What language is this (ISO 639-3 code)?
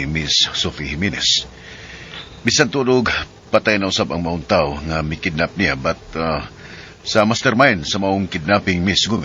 ceb